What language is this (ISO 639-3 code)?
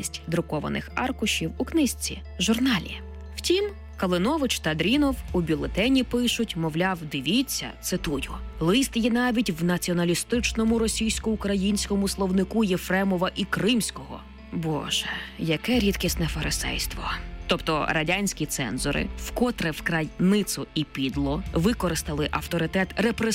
ukr